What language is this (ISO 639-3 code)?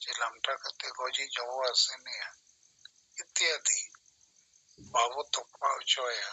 sat